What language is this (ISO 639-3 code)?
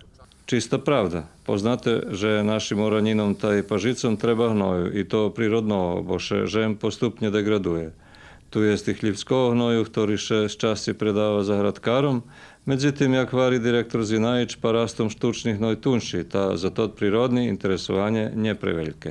rue